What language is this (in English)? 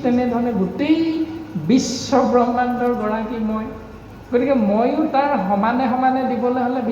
Assamese